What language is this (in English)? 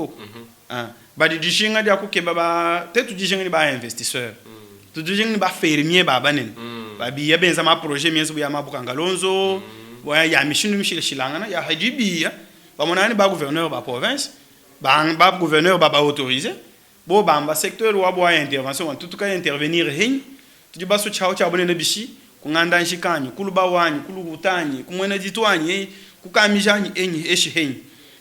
Luba-Lulua